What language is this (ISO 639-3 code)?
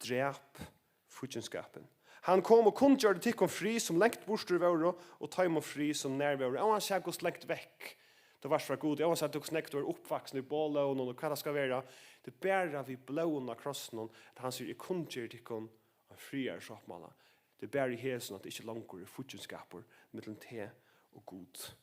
fao